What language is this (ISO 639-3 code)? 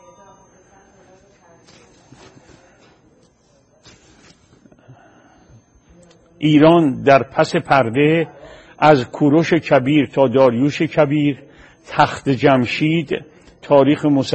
fas